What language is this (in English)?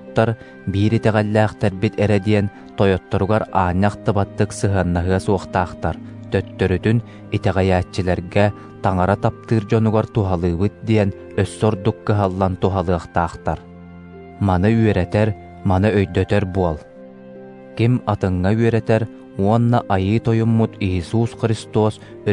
Yakut